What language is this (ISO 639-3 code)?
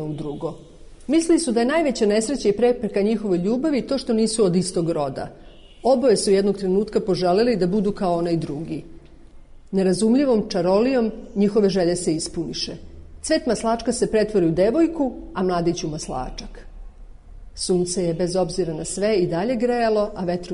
srp